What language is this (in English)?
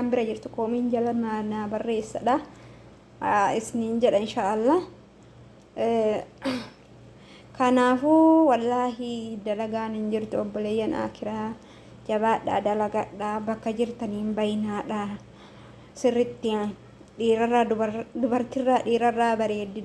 Oromo